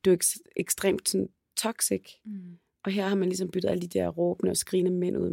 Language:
Danish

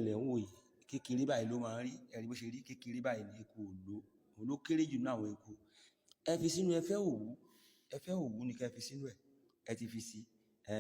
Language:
Yoruba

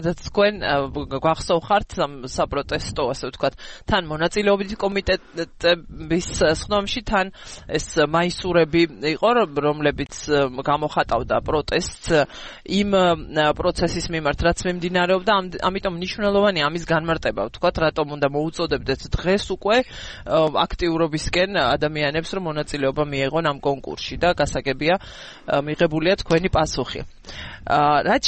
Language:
Georgian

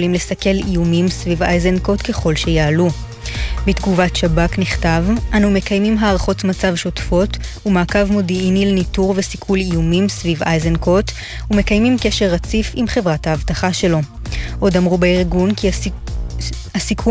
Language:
Hebrew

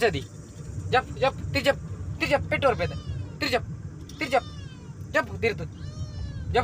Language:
Tulu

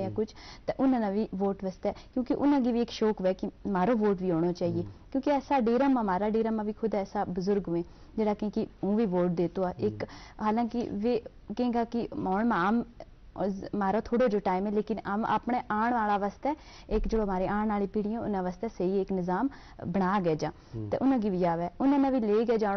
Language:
Gujari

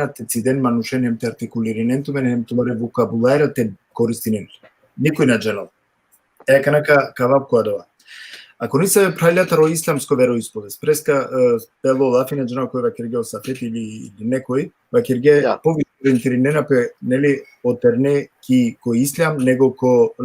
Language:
Balkan Romani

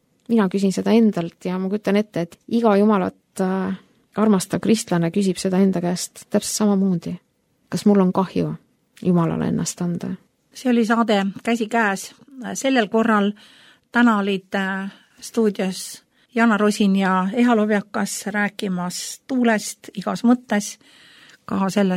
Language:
Estonian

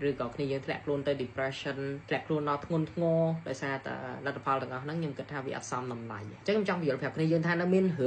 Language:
Khmer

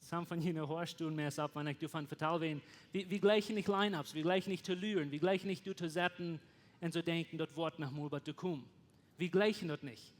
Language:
Plautdietsch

